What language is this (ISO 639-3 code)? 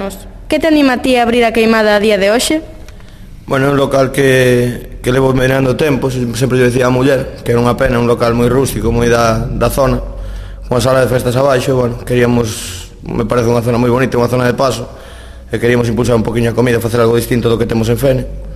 glg